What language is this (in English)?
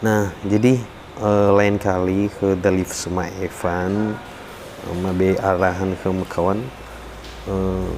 Nias